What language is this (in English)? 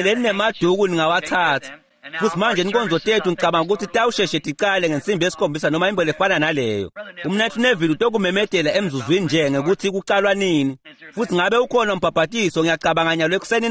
Swati